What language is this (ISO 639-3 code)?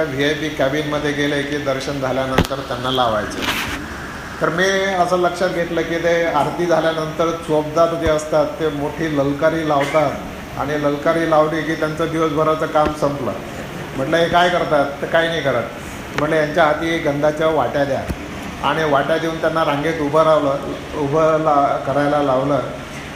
mar